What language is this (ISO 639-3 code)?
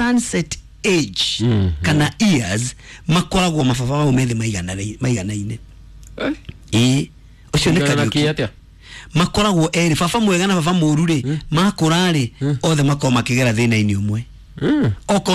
kik